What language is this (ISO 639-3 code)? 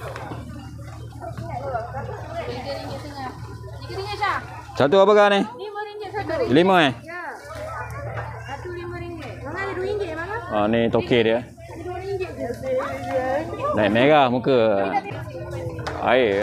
msa